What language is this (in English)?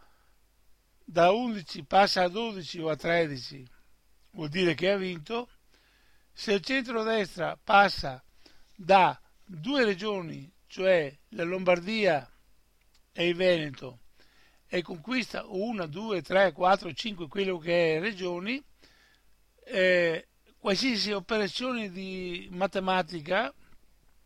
Italian